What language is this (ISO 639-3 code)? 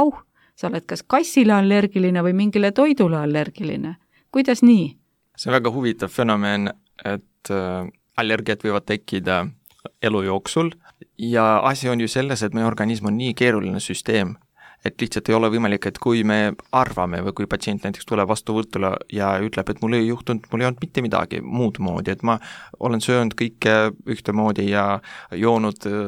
est